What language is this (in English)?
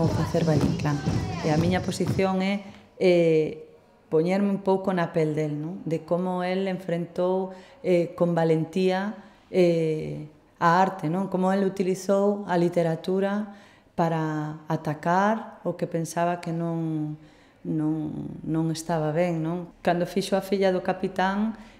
Galician